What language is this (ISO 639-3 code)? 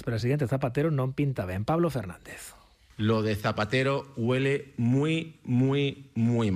glg